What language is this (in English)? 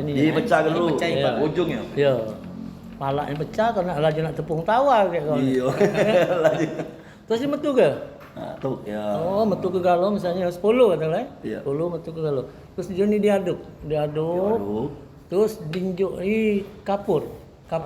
Musi